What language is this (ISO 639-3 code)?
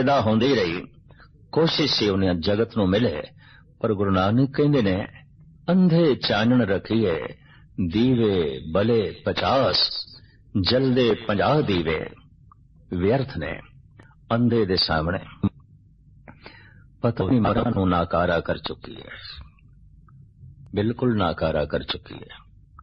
pan